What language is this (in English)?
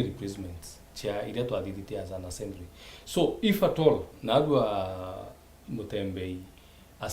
Meru